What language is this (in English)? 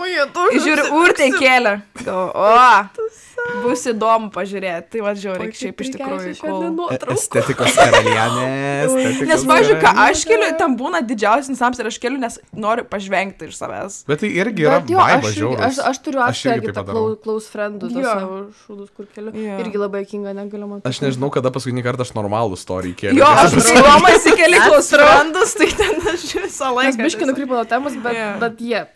Lithuanian